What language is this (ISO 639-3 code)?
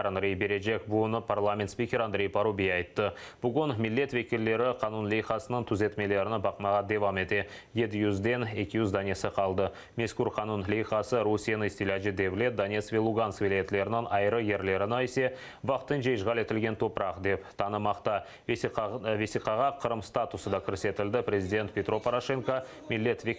crh